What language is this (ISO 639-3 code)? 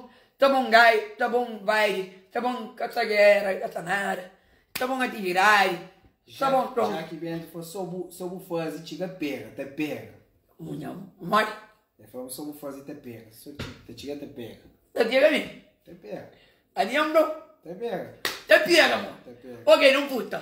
kea